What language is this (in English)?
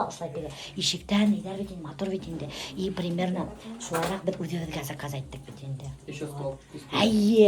Bashkir